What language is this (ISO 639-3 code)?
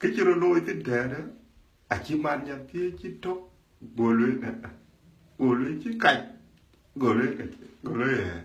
din